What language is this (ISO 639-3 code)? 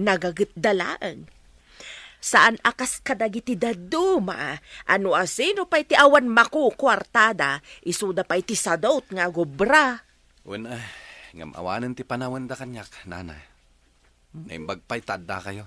ilo